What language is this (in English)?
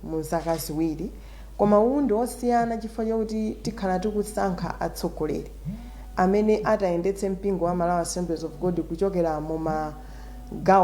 Nyanja